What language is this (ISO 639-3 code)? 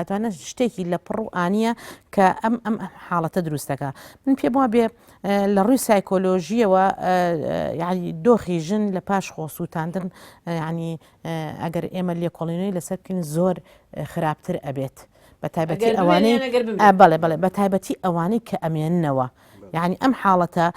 ckb